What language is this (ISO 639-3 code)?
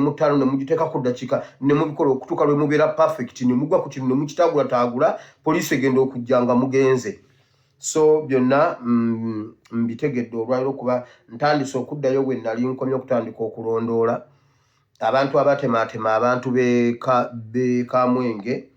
lug